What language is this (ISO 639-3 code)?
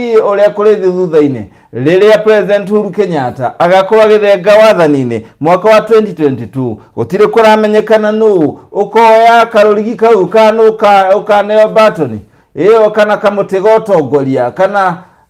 kik